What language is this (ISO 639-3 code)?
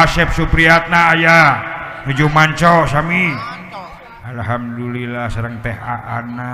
sun